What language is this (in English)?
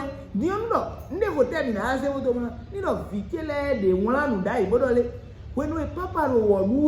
Fon